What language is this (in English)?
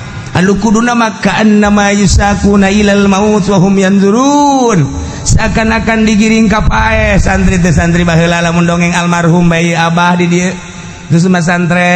Sundanese